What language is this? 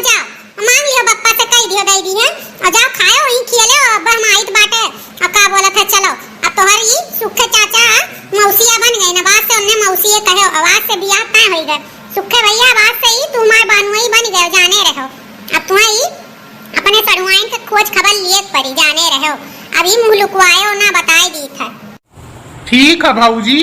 Awadhi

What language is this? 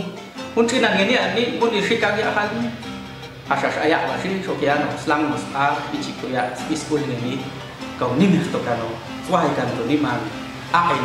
Popti'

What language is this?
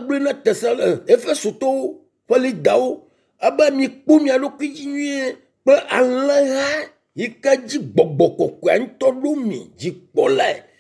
Ewe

